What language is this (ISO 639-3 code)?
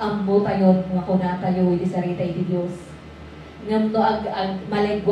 ilo